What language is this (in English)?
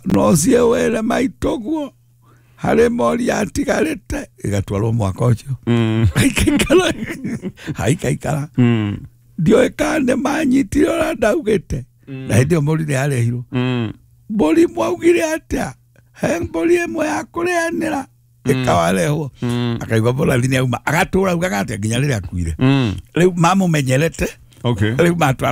Kikuyu